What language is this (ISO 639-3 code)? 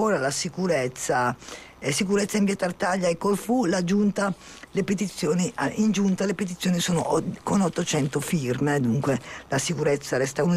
ita